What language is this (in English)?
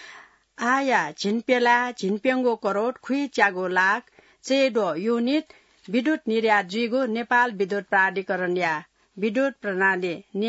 Newari